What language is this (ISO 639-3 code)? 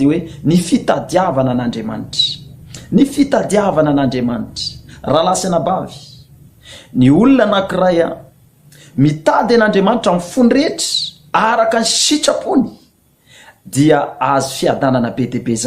mlg